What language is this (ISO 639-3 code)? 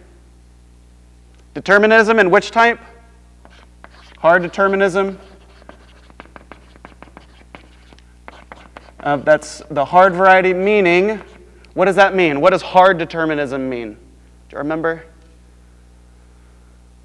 eng